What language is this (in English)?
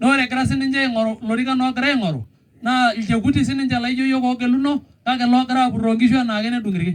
Masai